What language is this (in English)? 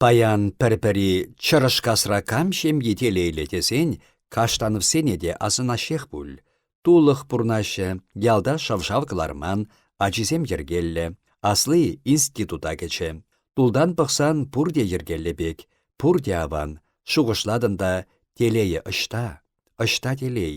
Chuvash